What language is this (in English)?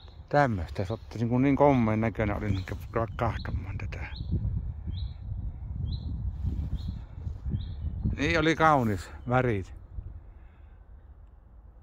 Finnish